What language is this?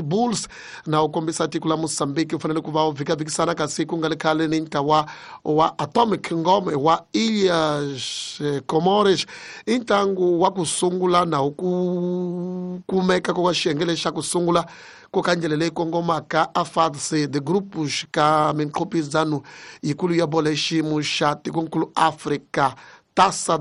Tsonga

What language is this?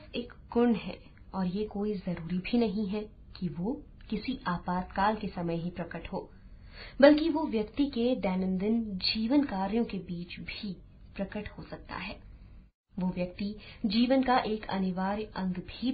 Hindi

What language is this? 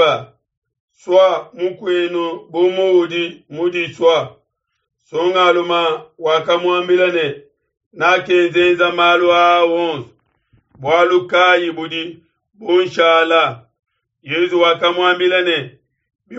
Luba-Lulua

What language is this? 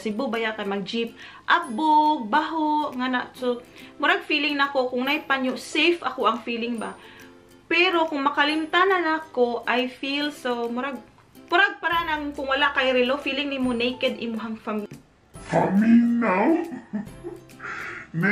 Cebuano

